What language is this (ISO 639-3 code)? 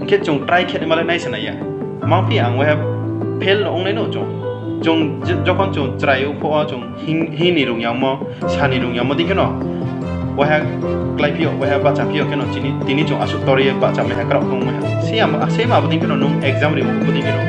ria